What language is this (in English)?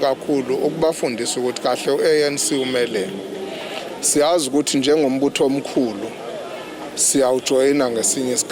Zulu